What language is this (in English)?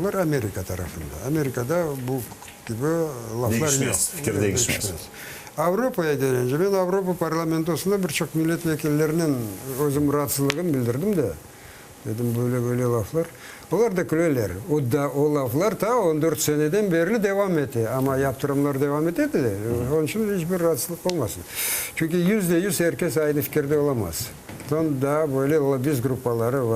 Crimean Tatar